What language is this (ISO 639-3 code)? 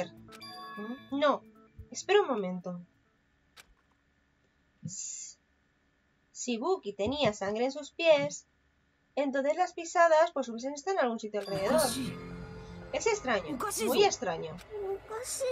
spa